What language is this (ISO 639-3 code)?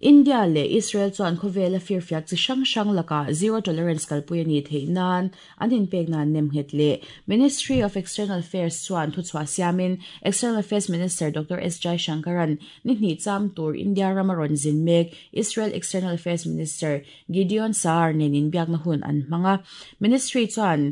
lus